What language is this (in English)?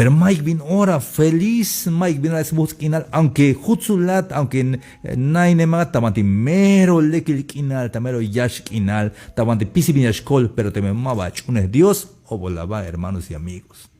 Tzeltal